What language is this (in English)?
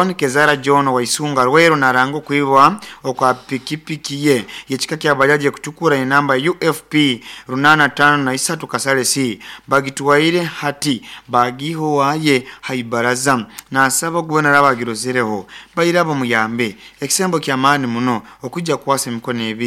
Nyoro